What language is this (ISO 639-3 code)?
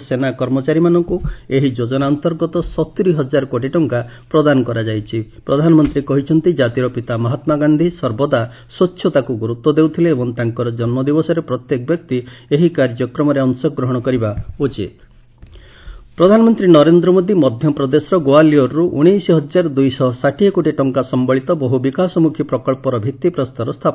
ori